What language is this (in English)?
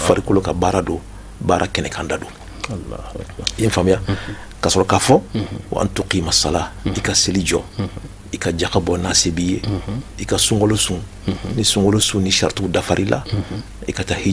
Bambara